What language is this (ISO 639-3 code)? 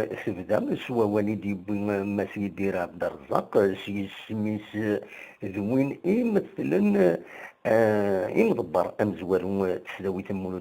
kab